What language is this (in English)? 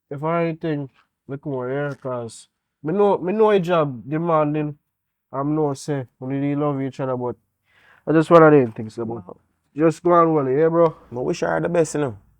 Jamaican Creole English